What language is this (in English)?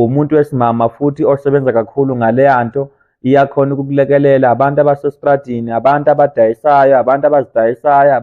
Zulu